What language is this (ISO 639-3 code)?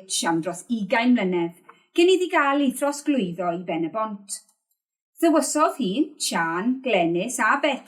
cym